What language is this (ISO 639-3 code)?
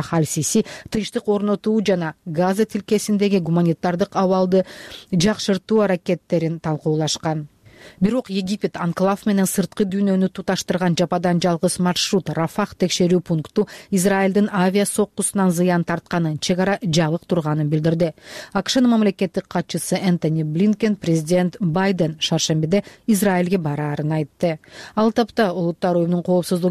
kir